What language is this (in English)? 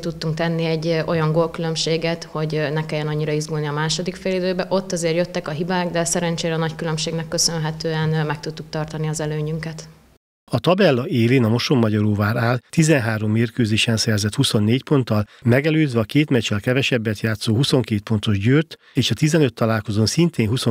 Hungarian